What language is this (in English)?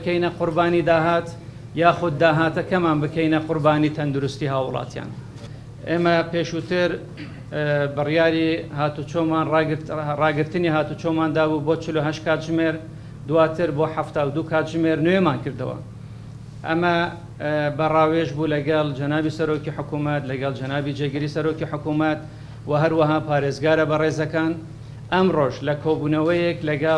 Central Kurdish